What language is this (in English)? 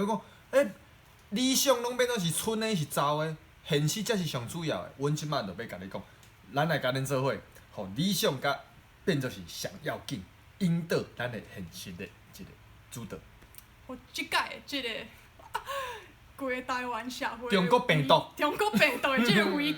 Min Nan Chinese